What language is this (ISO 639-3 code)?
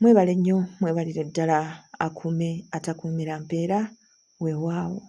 lug